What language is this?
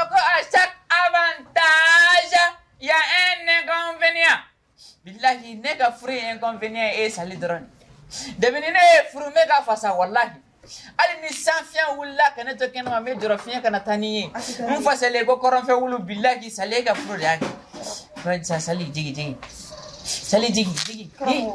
Bambara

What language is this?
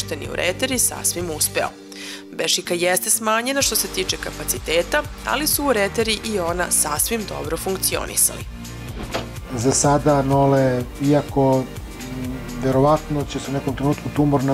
Serbian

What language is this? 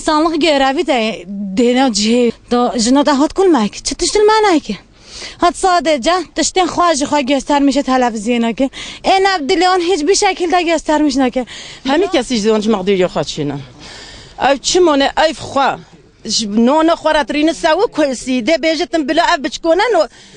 Kurdish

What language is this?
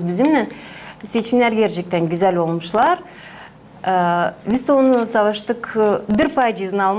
Gagauz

